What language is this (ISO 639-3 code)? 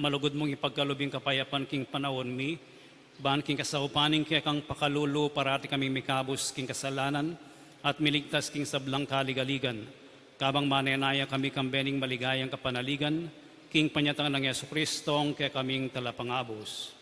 pam